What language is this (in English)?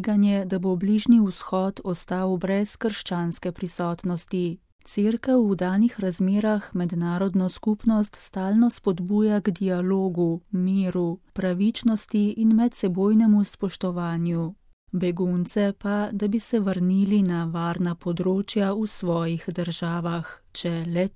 Slovenian